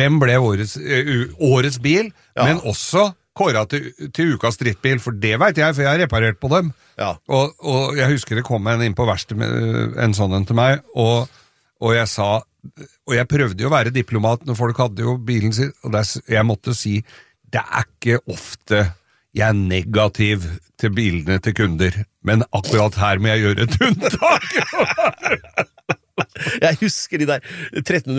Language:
Norwegian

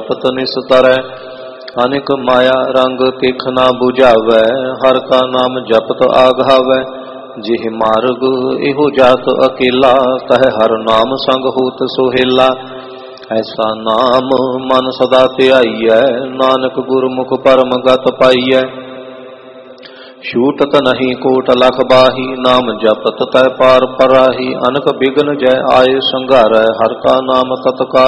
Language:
Punjabi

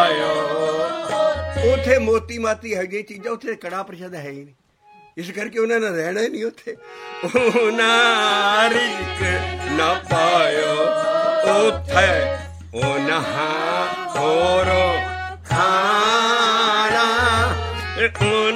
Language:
Punjabi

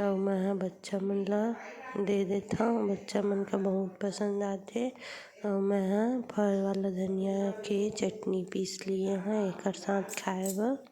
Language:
Chhattisgarhi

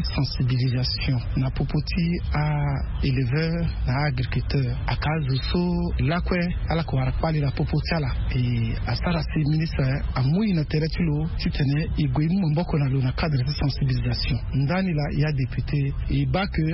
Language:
Sango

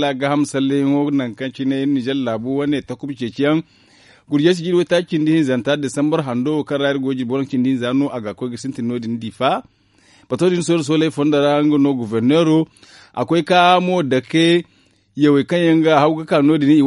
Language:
Zarma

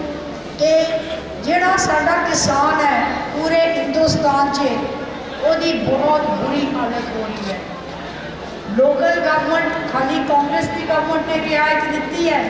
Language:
Punjabi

